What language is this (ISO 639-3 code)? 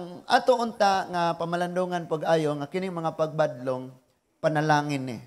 ceb